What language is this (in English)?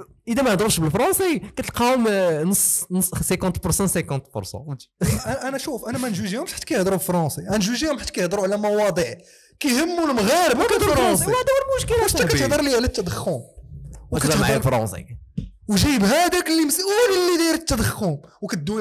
Moroccan Arabic